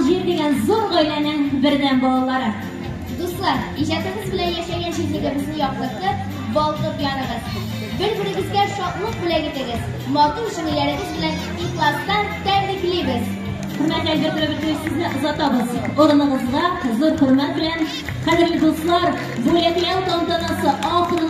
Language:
Tatar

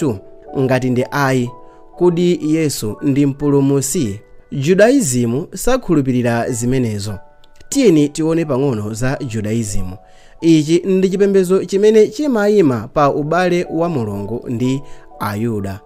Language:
Nyanja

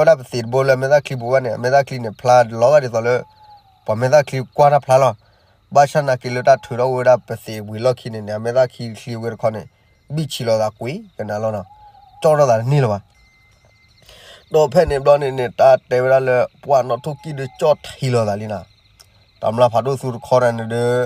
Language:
S'gaw Karen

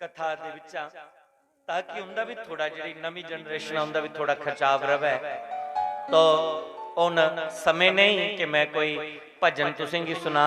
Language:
Dogri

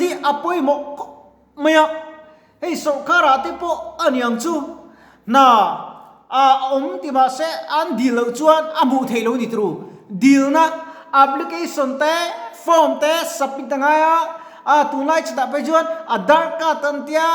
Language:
Mizo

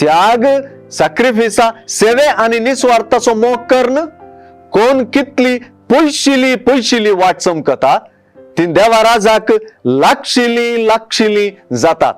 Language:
Konkani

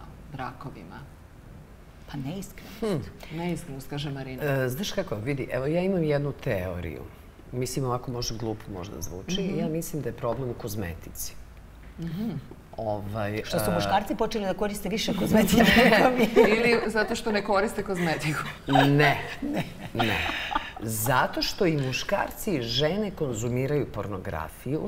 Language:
Serbian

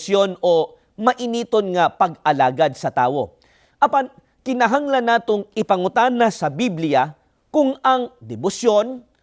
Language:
Cebuano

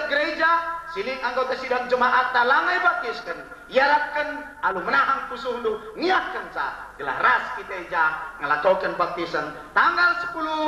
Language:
Batak Karo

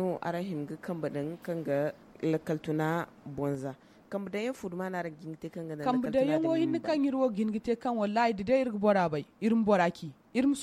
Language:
Zarma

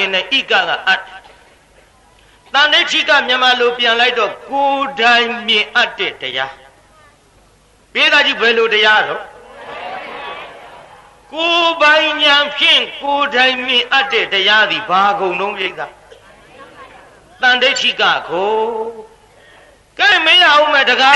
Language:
Burmese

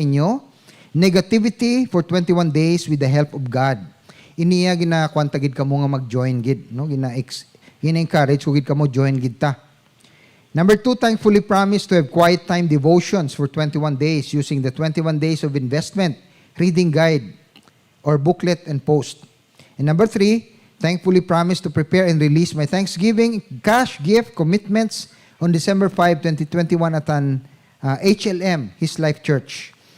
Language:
Hiligaynon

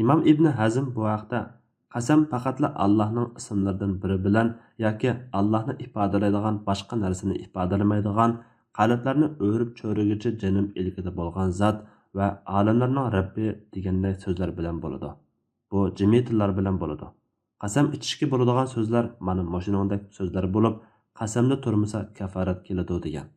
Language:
Uyghur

